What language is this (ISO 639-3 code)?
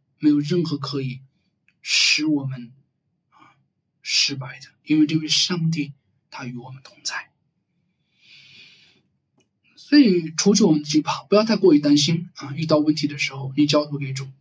zho